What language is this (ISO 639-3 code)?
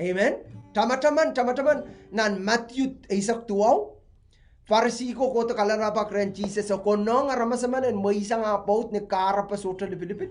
pon